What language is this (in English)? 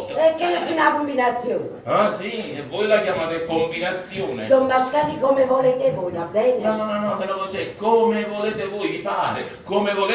Neapolitan